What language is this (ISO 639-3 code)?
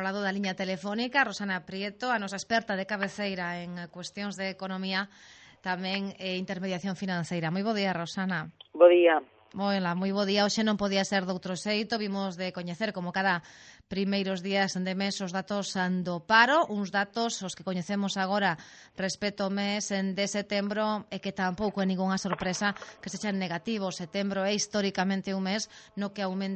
glg